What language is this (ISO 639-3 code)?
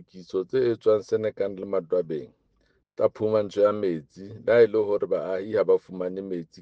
sot